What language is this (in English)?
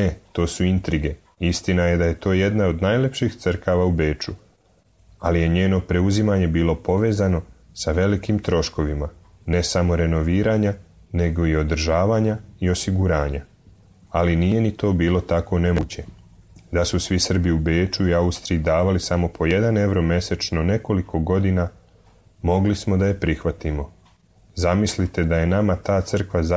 Serbian